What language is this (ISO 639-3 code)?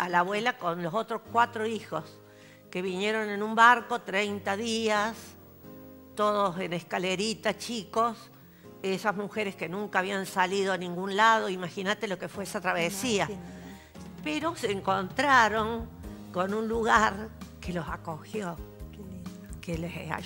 spa